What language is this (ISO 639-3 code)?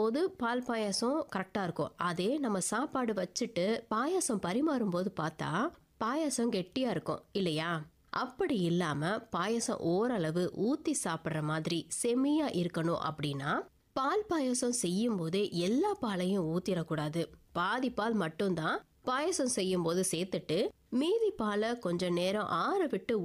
tam